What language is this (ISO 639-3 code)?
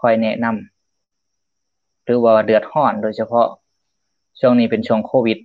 lao